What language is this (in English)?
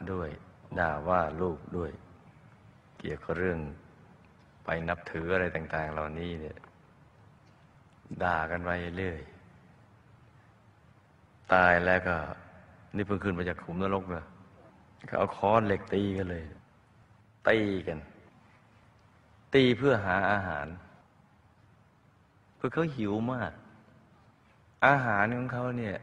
Thai